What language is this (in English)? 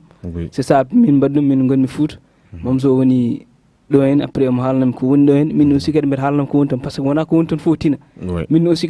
Fula